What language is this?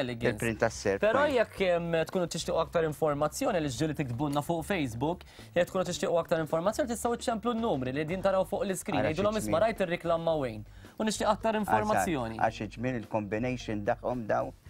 Maltese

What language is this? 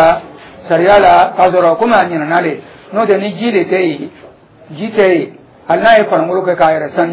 Dyula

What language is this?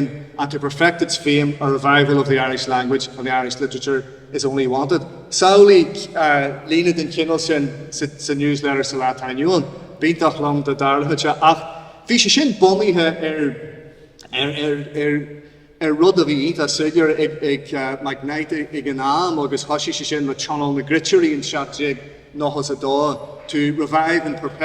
Irish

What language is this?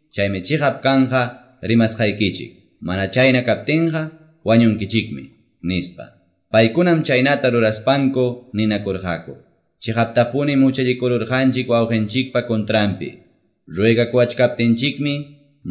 Quechua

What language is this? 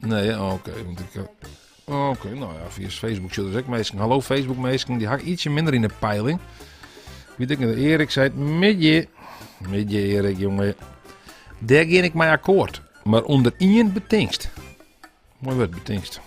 Western Frisian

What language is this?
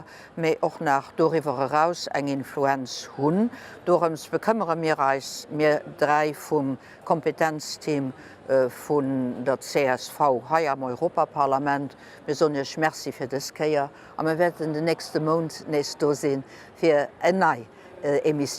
Luxembourgish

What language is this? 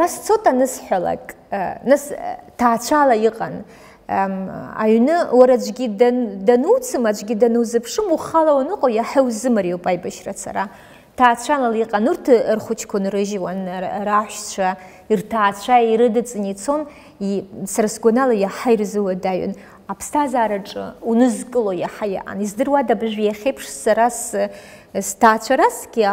Abkhazian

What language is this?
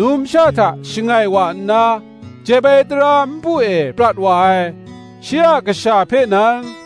Kachin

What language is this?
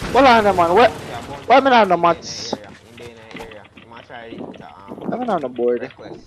Jamaican Creole English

